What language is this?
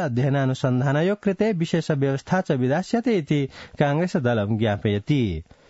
Sanskrit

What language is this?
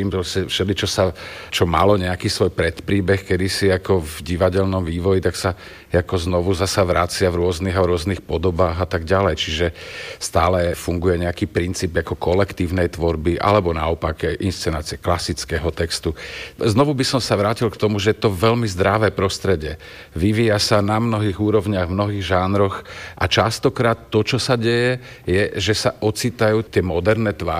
Slovak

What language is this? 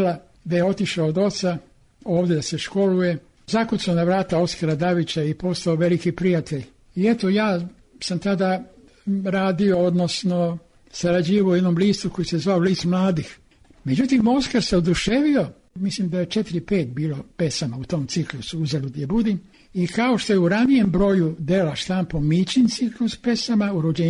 Serbian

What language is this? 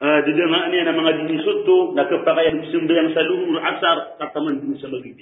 Maranao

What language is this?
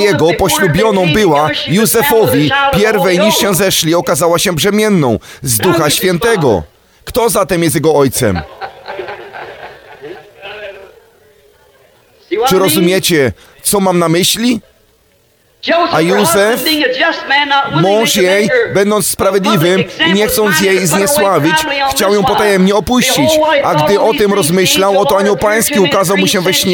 Polish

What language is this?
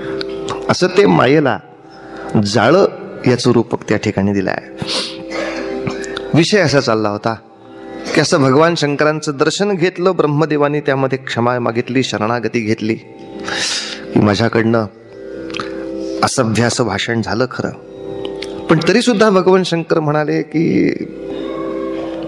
Marathi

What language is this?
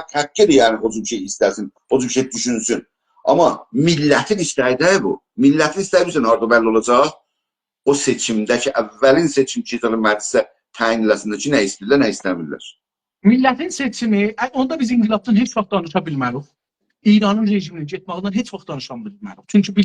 South Azerbaijani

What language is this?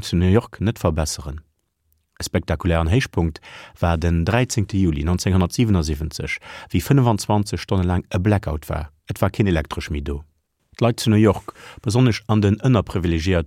Luxembourgish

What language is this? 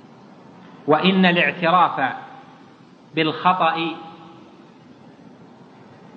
Arabic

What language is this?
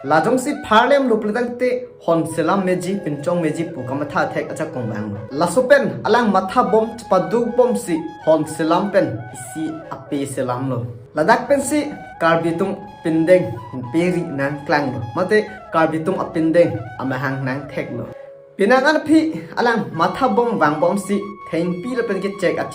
Karbi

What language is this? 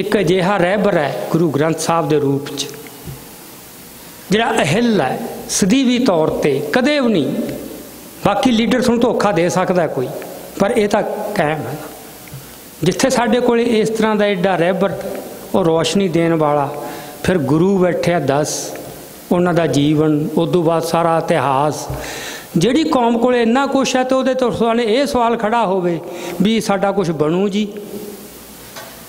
Punjabi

